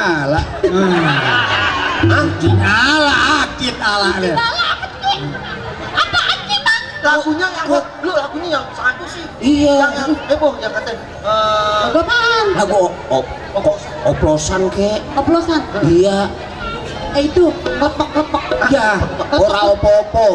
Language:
Betawi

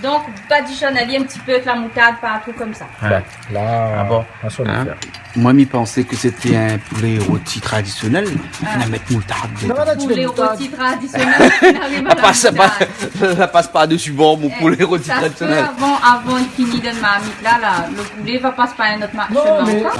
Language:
Réunion Creole French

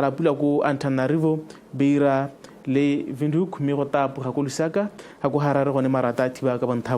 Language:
Tswana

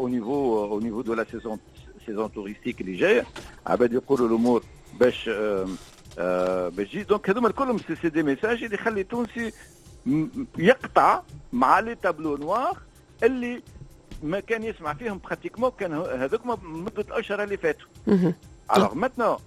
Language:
Tunisian Arabic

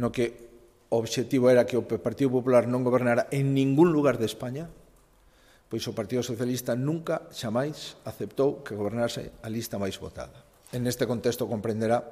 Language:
Galician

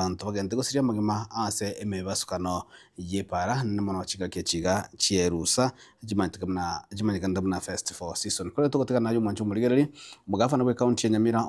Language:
Gusii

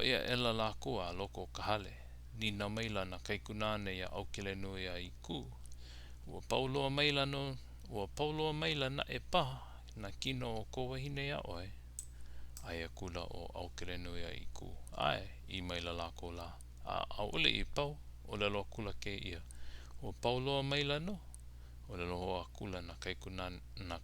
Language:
Hawaiian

